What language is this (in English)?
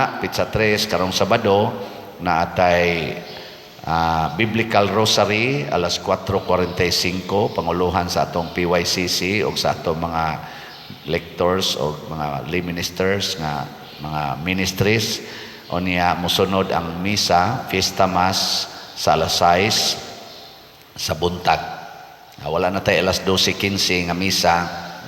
Cebuano